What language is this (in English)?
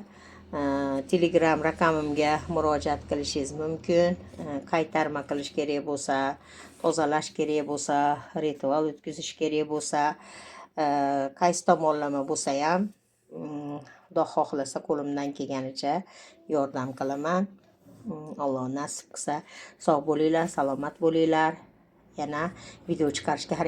Uzbek